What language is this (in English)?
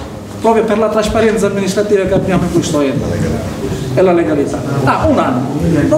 Italian